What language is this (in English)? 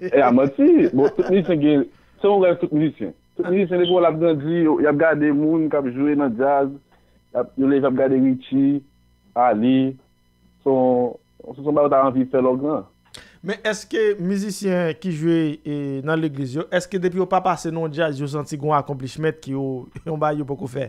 Haitian Creole